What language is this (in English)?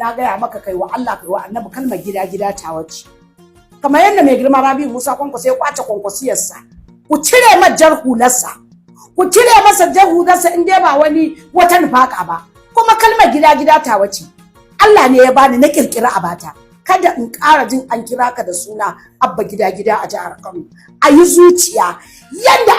Hausa